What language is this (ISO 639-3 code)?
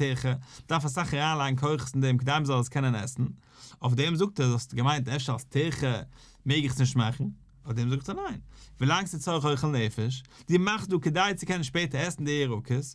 yid